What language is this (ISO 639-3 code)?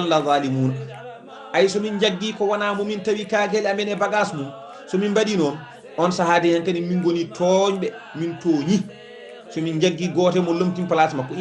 ful